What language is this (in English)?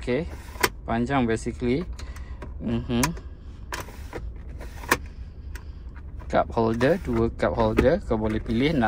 Malay